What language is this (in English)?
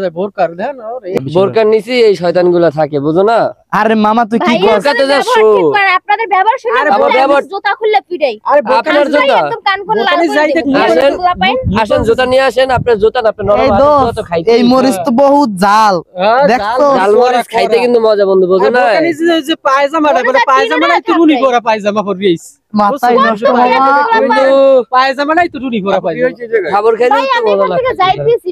Bangla